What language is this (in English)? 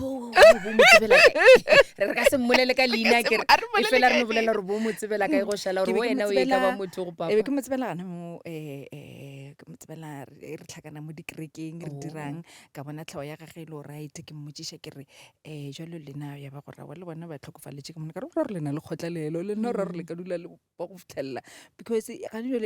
Northern Sotho